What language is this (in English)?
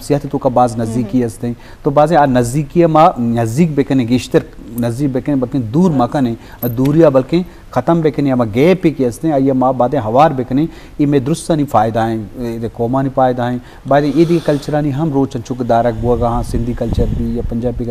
Baluchi